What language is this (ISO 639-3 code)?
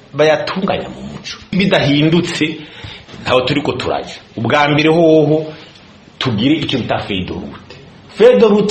run